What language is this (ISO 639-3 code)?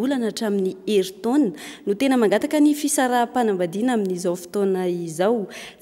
mlg